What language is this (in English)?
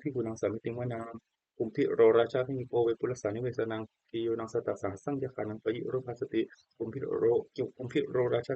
Pali